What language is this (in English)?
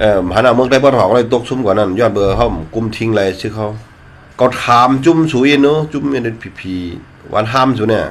Shan